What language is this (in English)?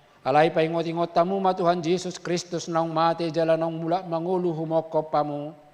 Batak Toba